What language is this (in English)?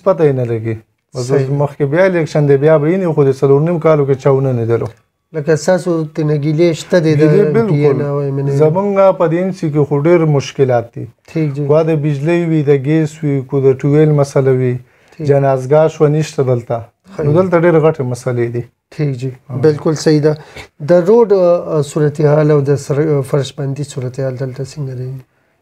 Pashto